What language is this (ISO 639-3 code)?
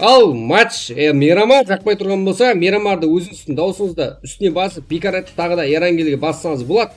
kaa